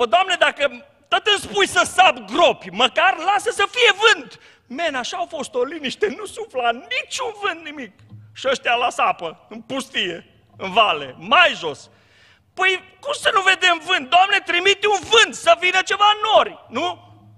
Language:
Romanian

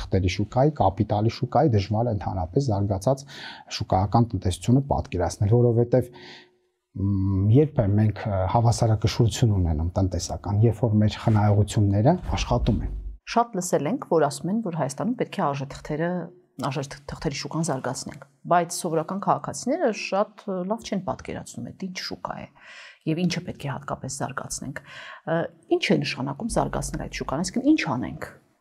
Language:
Armenian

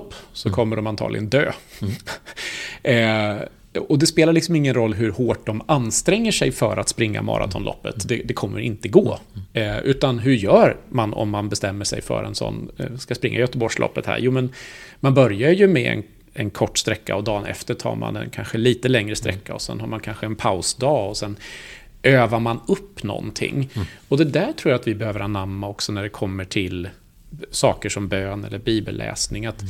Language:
Swedish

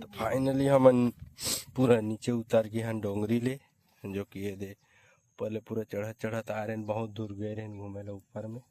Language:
Chhattisgarhi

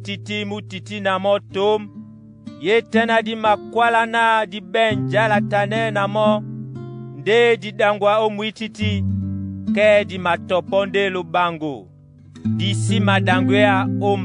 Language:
Duala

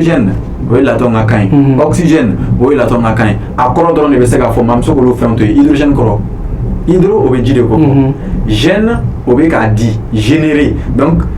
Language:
Bambara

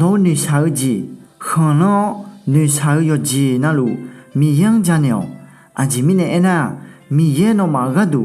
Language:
Akha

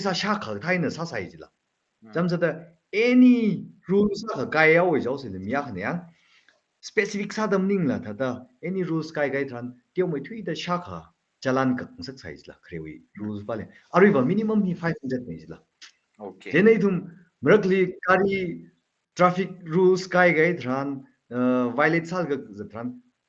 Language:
Tangkhul Naga (India)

